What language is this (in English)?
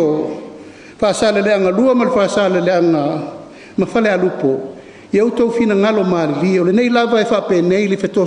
Samoan